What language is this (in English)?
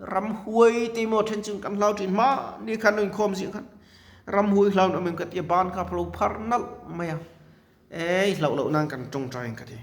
Mizo